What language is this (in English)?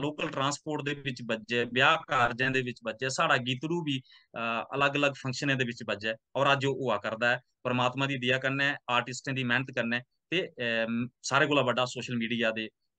Dogri